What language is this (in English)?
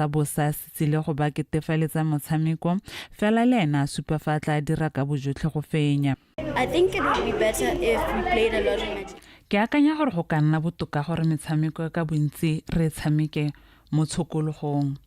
Tswana